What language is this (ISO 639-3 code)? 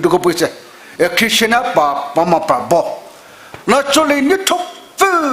pmx